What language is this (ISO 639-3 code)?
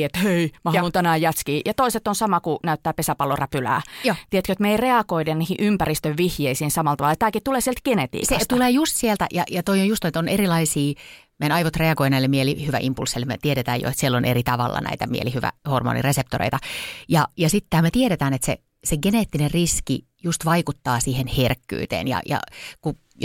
fin